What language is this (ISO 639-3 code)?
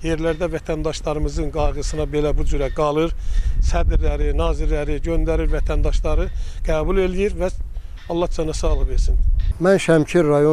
aze